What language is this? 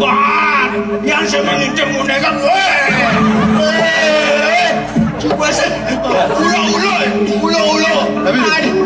Balinese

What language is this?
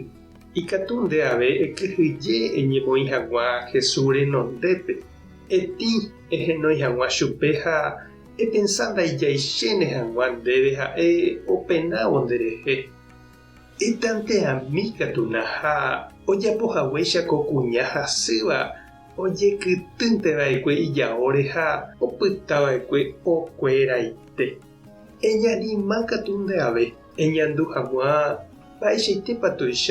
Guarani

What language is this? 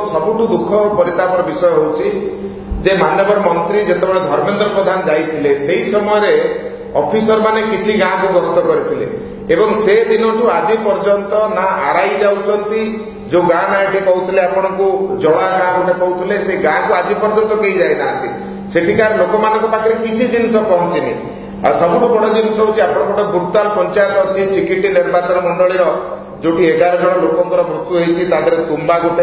Odia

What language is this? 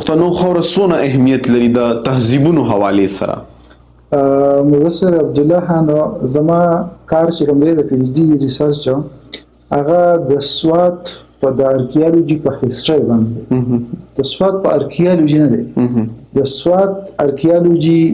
Pashto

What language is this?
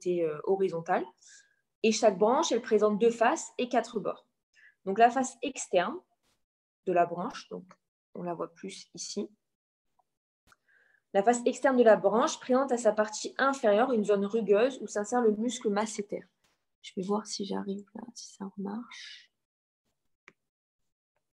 French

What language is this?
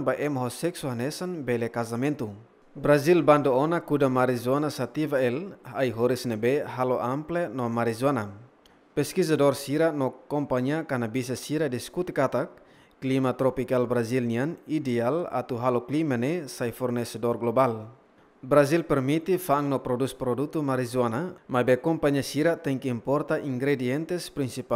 Tetum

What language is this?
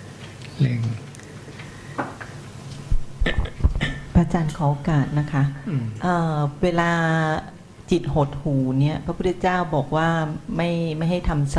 Thai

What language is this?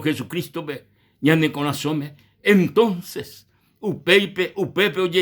Guarani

